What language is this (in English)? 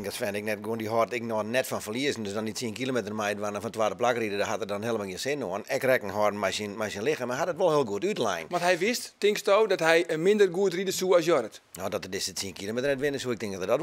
Western Frisian